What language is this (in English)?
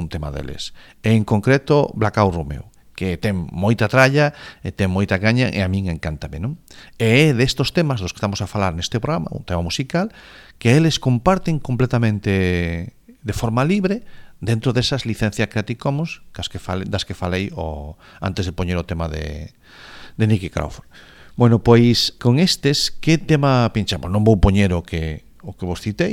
Galician